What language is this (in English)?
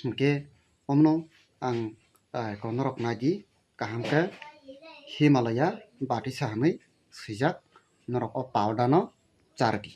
Kok Borok